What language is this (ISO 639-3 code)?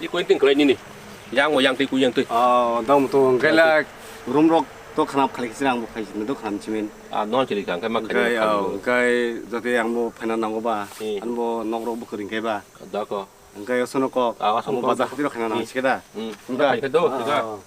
trp